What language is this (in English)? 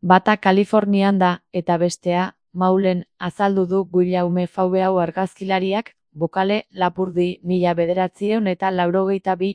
Basque